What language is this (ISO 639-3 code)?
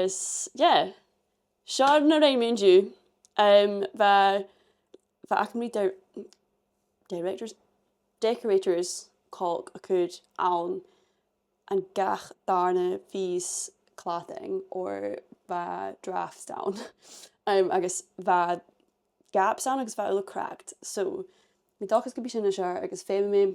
gla